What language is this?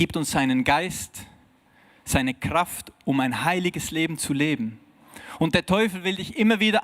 Swiss German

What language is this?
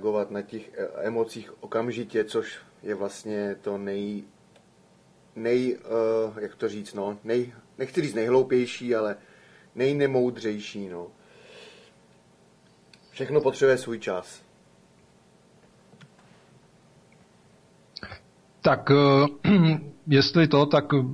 Czech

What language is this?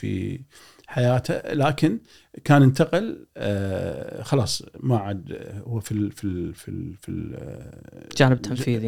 Gulf Arabic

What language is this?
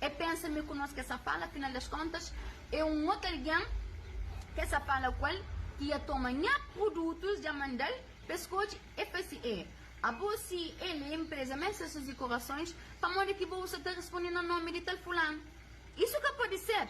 Kabuverdianu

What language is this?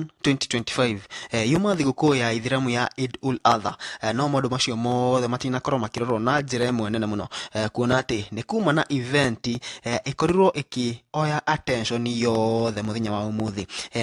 Kikuyu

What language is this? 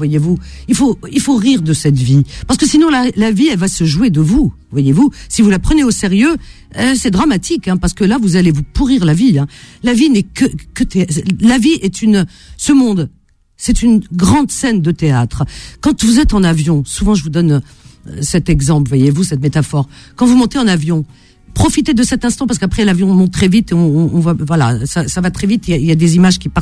French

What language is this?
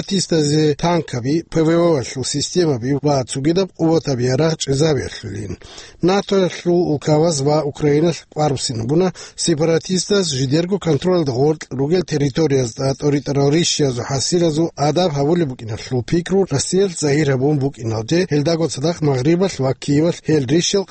Avaric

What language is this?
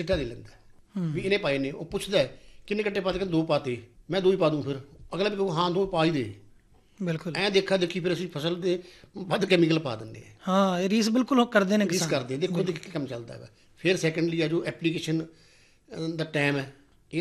Punjabi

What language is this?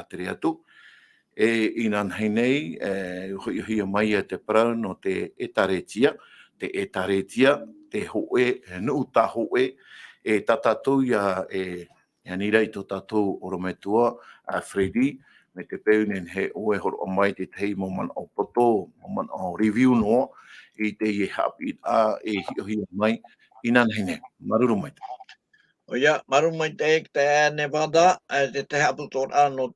Tahitian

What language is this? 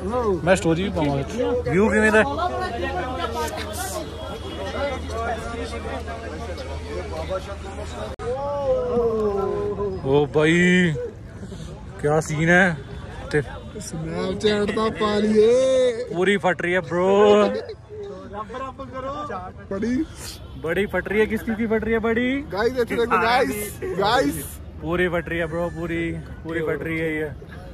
Punjabi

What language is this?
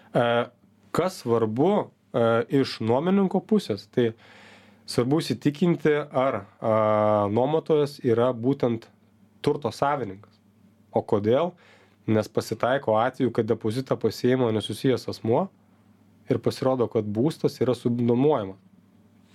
Lithuanian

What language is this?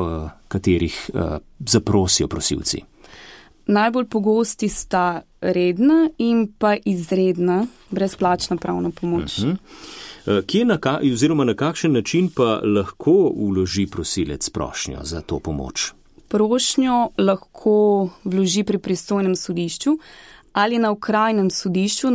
Slovenian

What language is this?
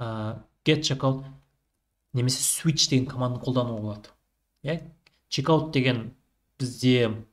Kazakh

